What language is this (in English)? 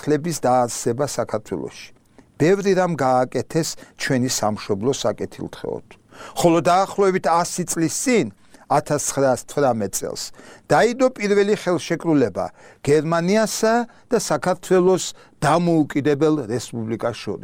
Georgian